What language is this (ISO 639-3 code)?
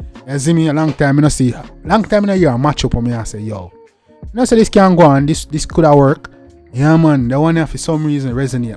jam